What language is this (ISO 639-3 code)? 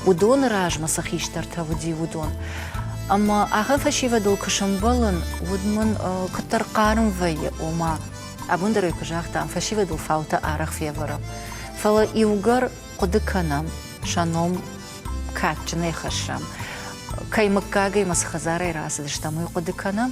oss